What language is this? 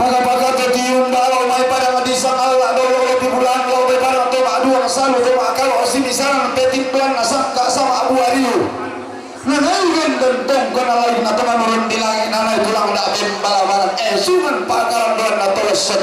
Toraja-Sa'dan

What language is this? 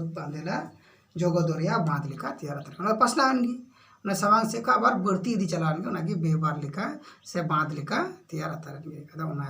Santali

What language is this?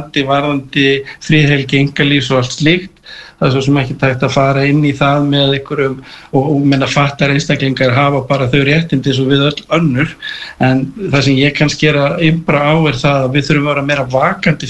Icelandic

